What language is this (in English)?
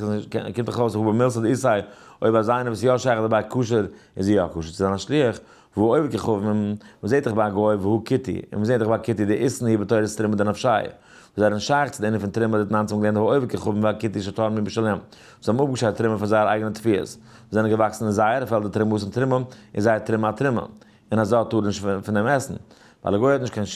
Yiddish